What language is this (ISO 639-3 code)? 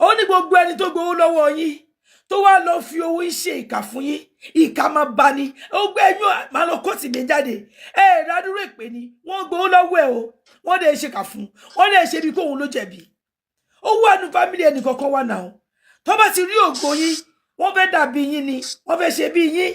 yor